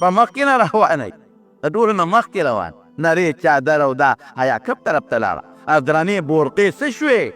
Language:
Pashto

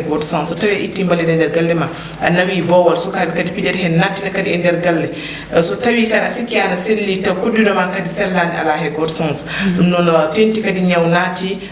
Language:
Fula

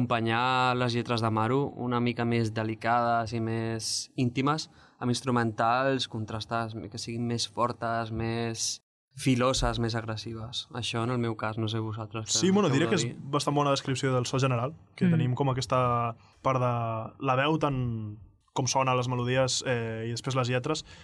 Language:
Catalan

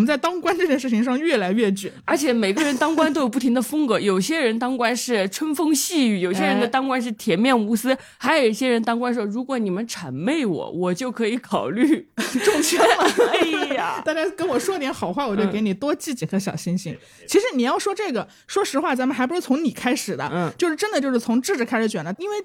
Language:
Chinese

